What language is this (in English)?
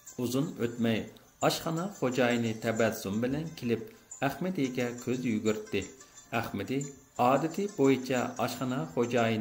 Uyghur